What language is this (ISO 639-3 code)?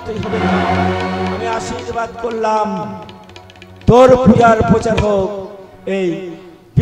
ben